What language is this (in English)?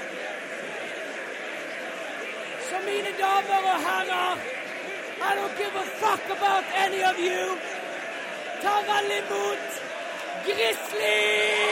Norwegian